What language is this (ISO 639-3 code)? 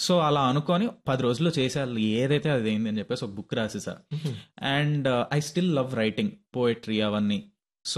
tel